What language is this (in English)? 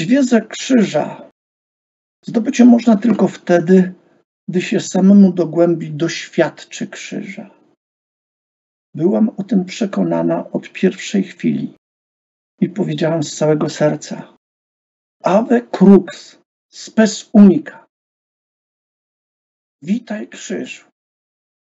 Polish